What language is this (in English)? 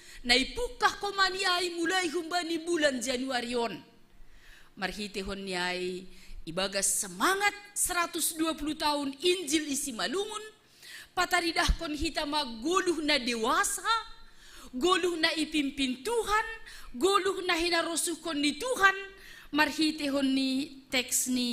Batak Simalungun